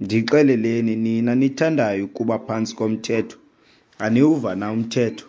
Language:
Xhosa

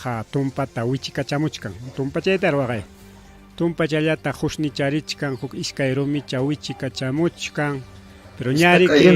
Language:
Ayacucho Quechua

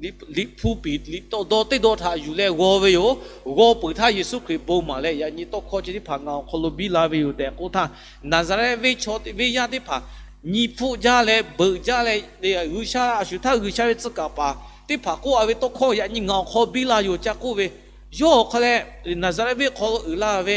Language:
Lahu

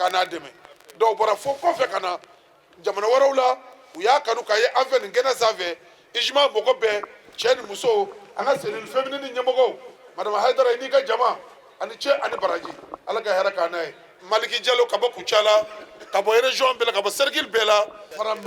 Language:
Bambara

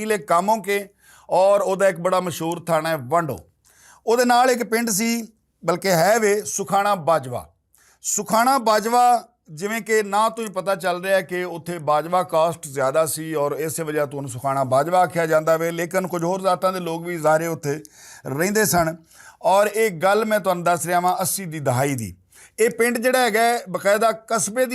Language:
Western Panjabi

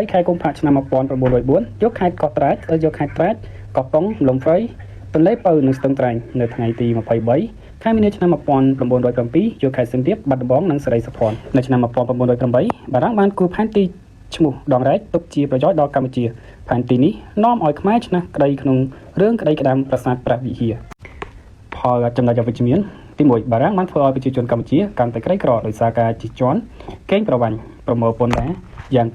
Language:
Khmer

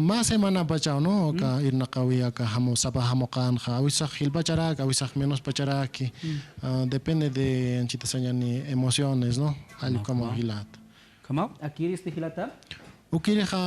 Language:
Aymara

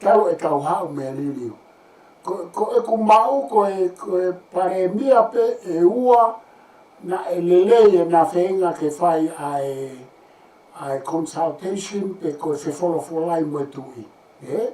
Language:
Tongan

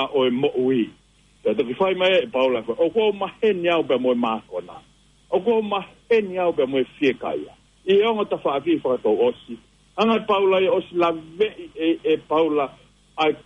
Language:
Tongan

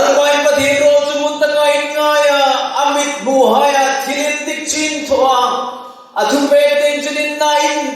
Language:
Hmar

